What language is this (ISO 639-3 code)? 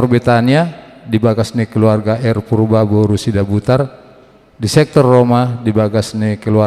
bbc